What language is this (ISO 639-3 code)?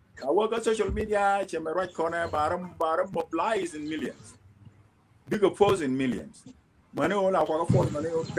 nus